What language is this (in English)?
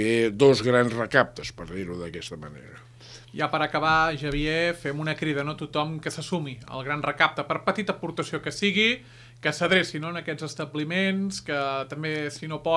Catalan